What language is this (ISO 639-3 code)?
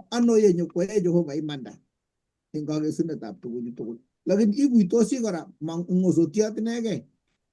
kln